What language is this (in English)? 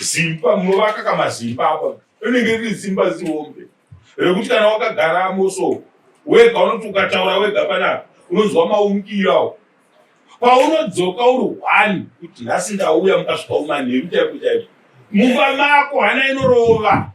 Shona